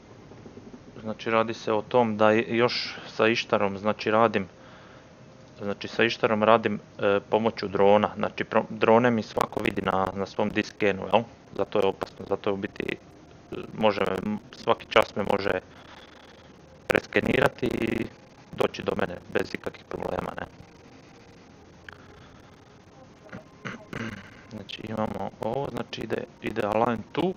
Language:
Croatian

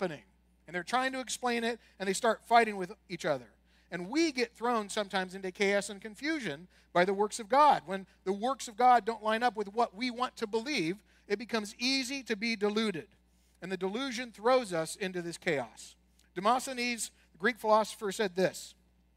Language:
English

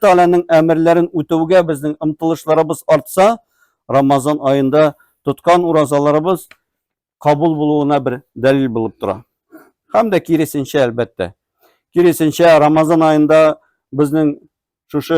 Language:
Tatar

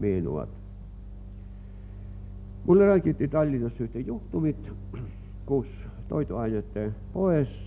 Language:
Estonian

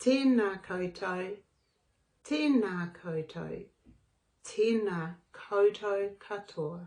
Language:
Māori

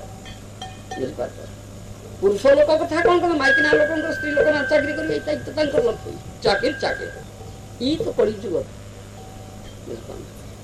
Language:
Odia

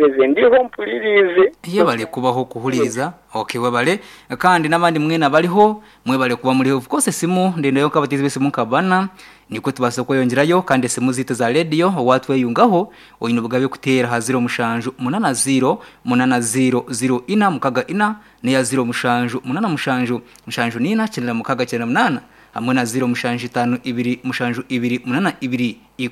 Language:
Nyankole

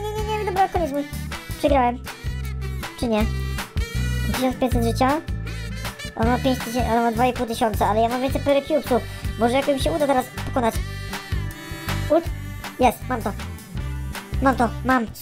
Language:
Polish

